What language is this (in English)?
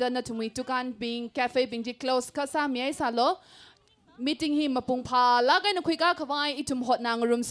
Tangkhul Naga (India)